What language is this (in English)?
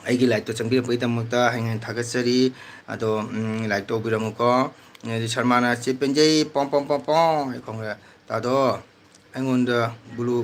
Manipuri